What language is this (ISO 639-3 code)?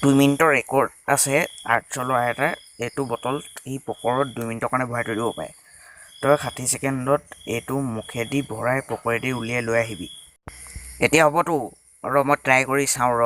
asm